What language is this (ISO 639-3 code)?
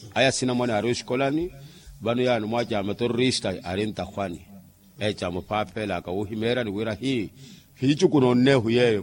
vmw